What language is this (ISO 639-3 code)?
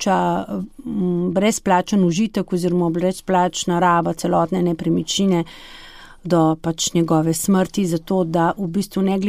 slv